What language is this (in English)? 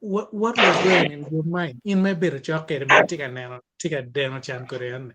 Acoli